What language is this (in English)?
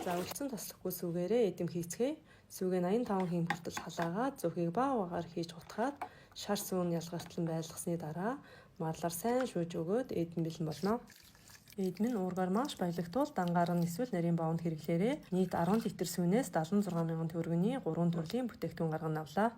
Mongolian